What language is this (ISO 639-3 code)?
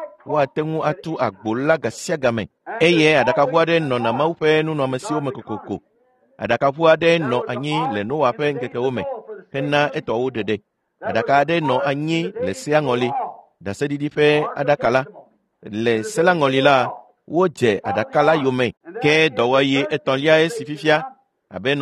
ewe